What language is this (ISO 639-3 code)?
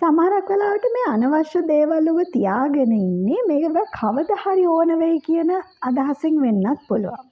sin